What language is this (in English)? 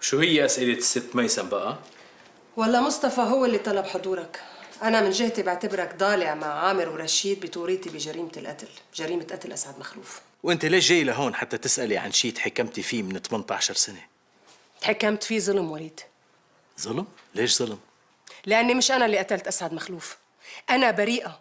North Levantine Arabic